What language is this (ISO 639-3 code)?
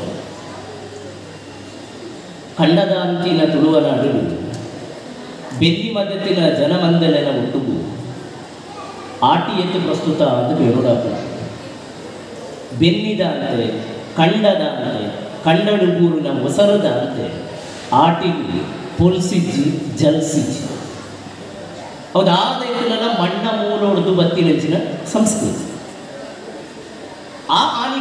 tcy